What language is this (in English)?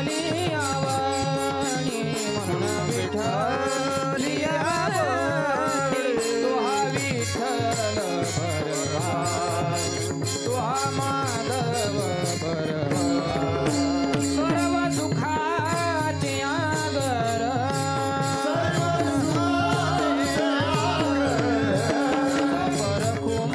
Marathi